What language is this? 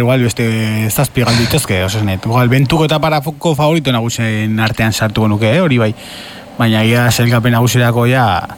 Basque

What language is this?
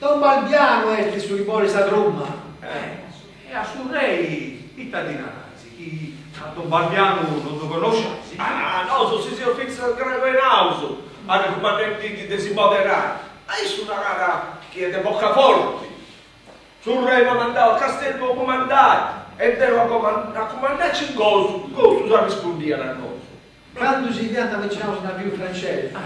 Sardinian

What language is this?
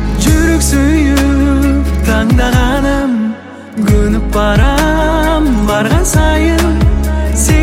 Kazakh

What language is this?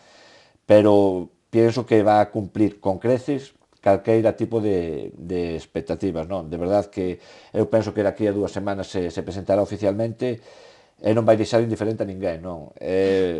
Galician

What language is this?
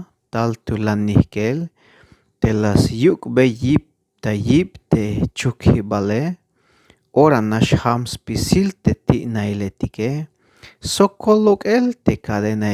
Tzeltal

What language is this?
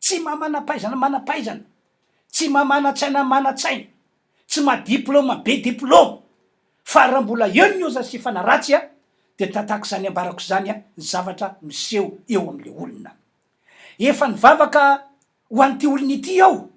Malagasy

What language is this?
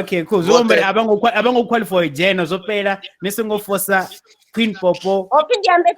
Venda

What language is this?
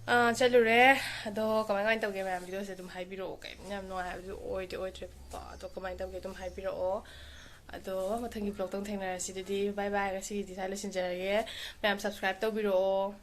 Manipuri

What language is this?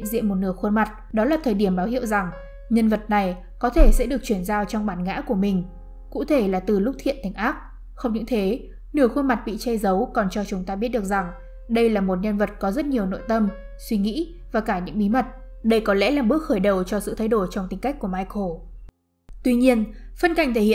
Vietnamese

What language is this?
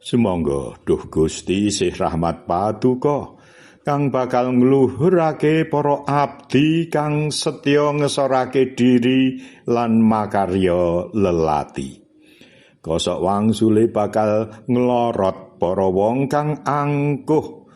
Javanese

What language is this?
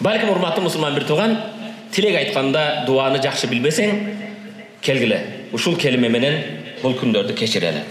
Kyrgyz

